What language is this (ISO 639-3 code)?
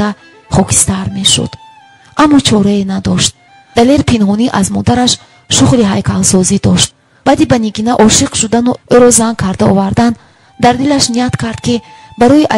tgk